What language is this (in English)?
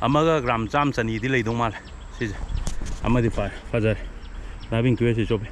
Manipuri